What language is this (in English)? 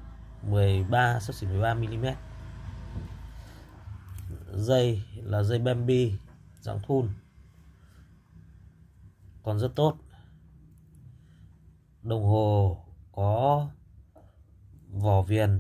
Vietnamese